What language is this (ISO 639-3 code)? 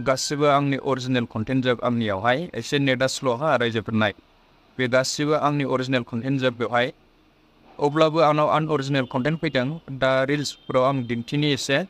brx